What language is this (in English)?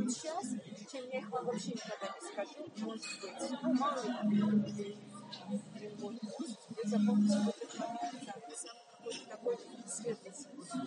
Russian